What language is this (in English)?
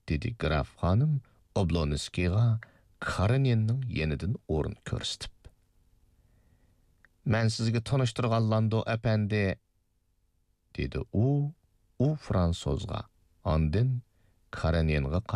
Uyghur